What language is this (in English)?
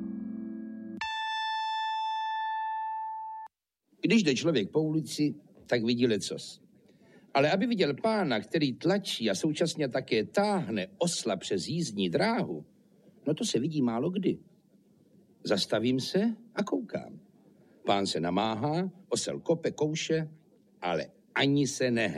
Czech